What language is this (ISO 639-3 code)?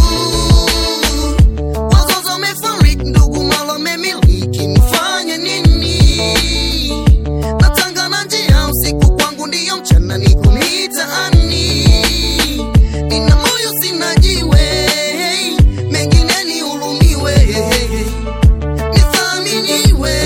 swa